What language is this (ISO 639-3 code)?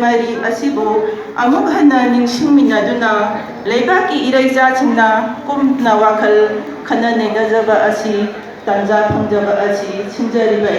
mni